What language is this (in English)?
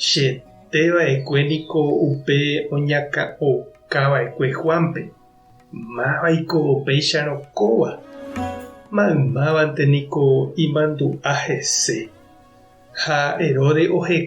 Guarani